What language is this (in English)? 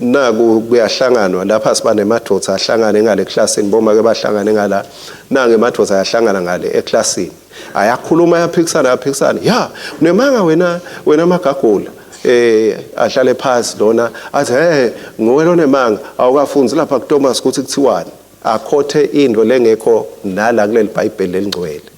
Swati